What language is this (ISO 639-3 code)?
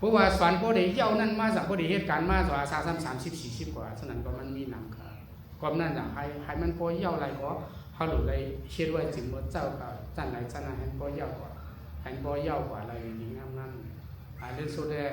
shn